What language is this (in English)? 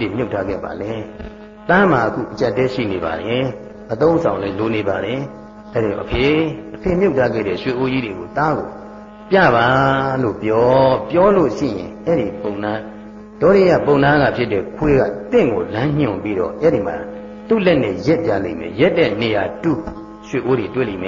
Burmese